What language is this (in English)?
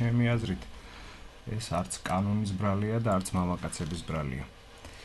Georgian